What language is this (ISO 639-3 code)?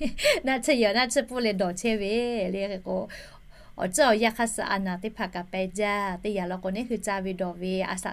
lhu